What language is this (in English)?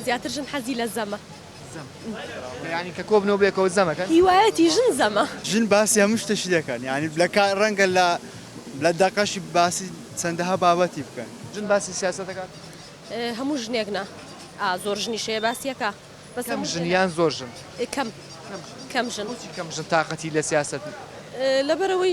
Central Kurdish